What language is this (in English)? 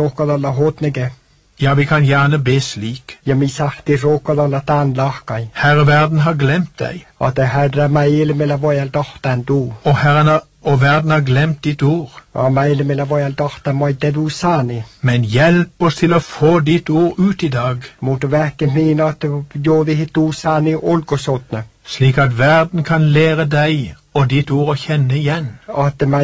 Norwegian